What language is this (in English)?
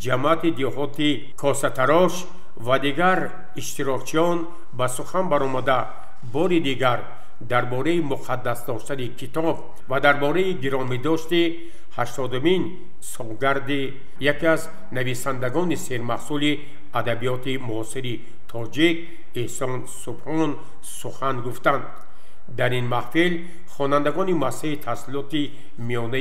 Tajik